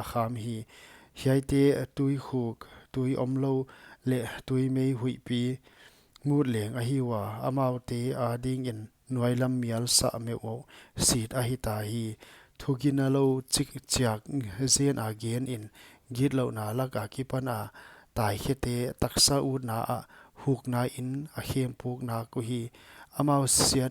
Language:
Paite Chin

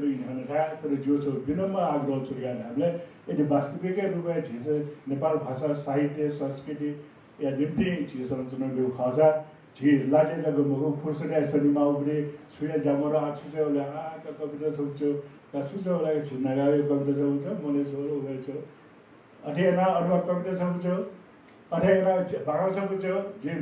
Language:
Newari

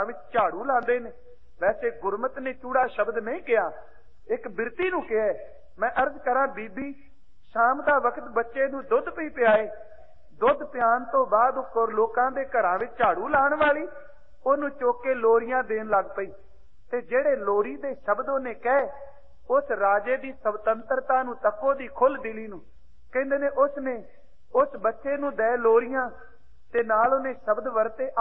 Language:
Punjabi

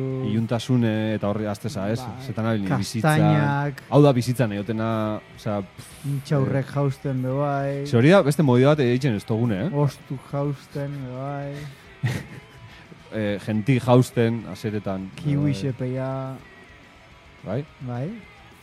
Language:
Basque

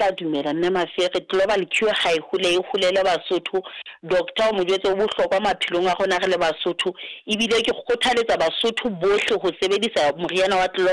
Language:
Southern Sotho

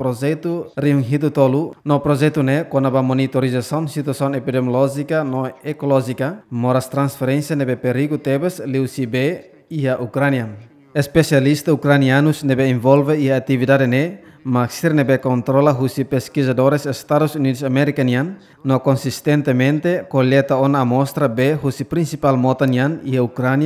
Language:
Tetum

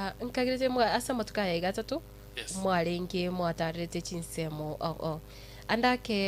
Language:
Gusii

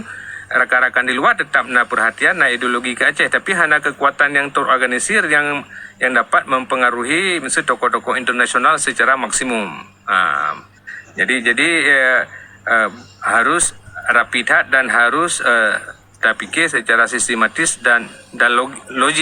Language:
Achinese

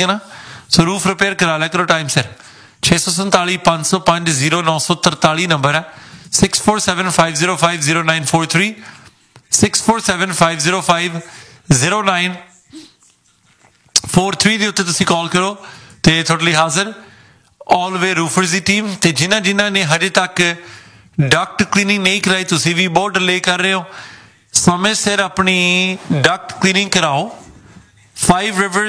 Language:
Punjabi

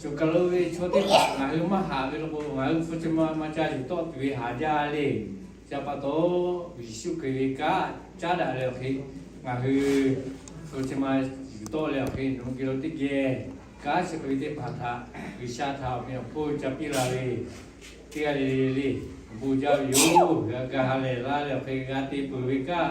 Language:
Lahu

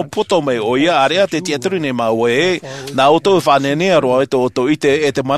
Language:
Tahitian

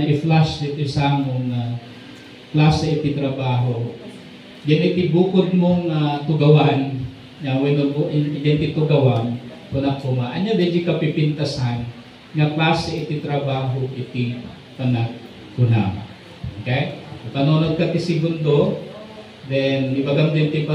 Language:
Iloko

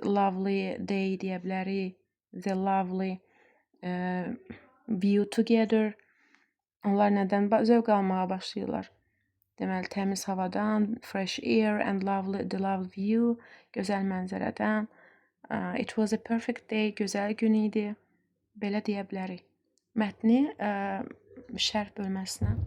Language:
Azerbaijani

